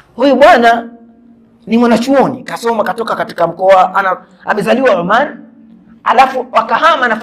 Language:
Swahili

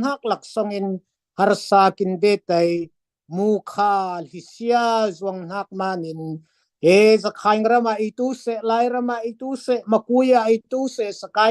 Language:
Falam Chin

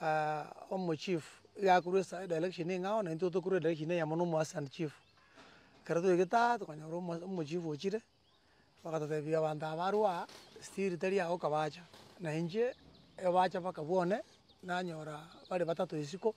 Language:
Gusii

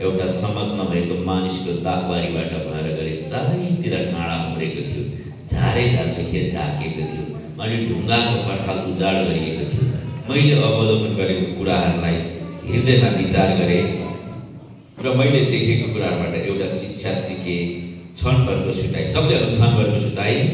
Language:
Nepali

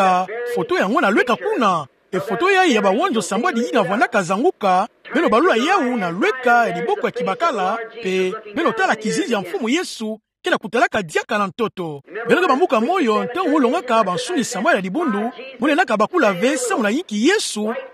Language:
Kituba (Democratic Republic of Congo)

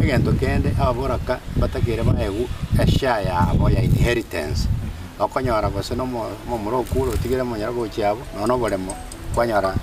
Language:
Gusii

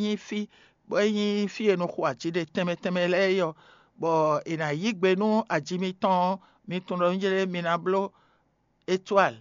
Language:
Fon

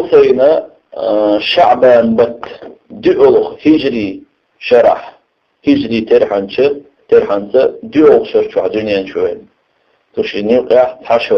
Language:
Chechen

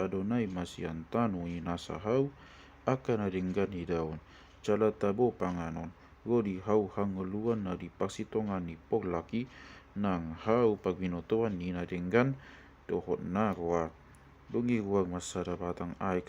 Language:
Batak Toba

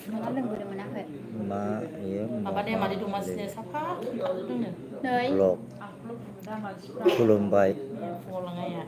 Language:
Bodo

